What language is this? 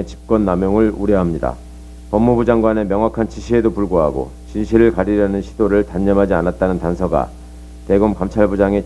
Korean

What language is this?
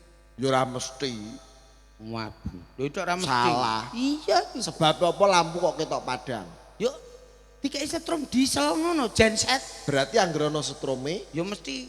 Javanese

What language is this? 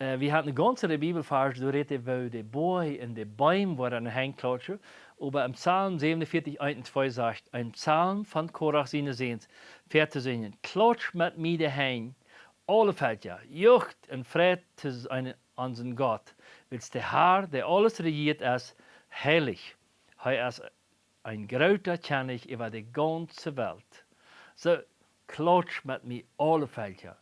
Plautdietsch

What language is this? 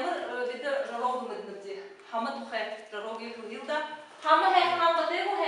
Buriat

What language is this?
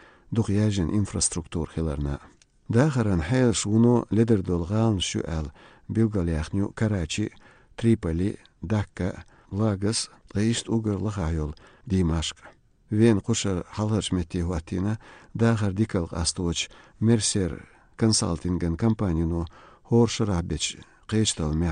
Chechen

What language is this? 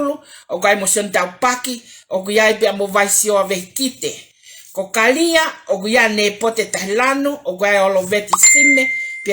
Tongan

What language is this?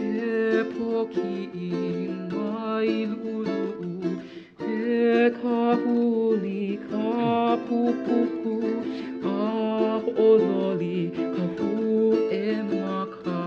Hawaiian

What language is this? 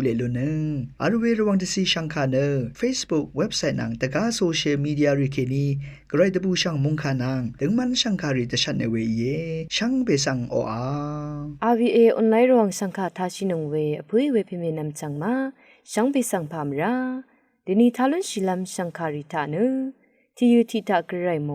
Rawang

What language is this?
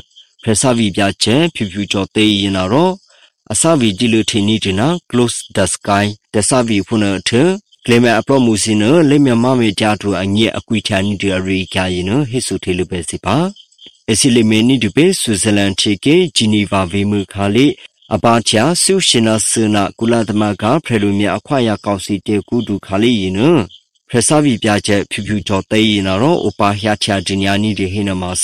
Burmese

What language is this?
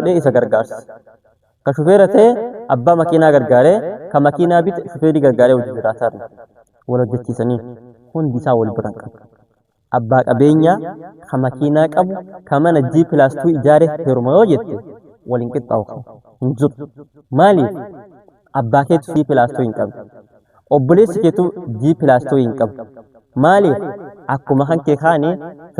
Oromo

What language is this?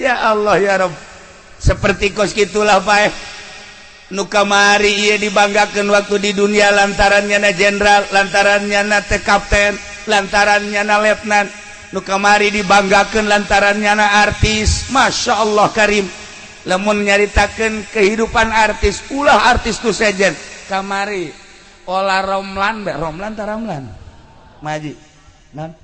Sundanese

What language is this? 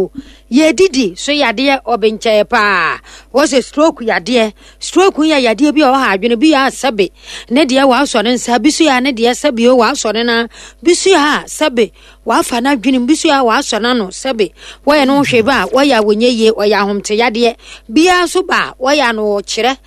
Akan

